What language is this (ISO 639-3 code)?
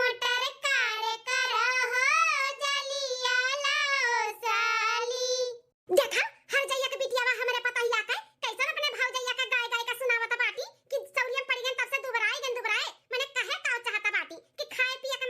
awa